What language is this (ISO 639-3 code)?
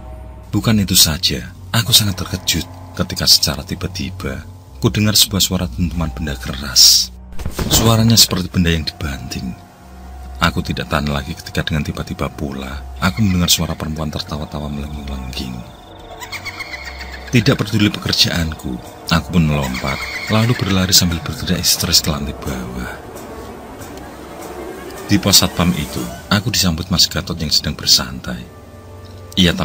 ind